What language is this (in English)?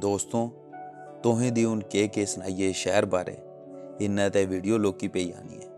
Dogri